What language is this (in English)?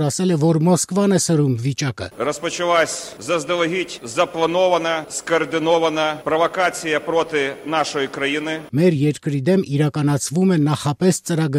Armenian